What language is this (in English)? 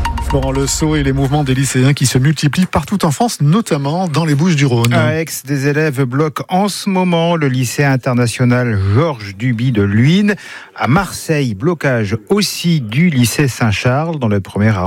French